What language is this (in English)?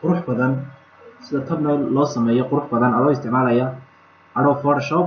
Somali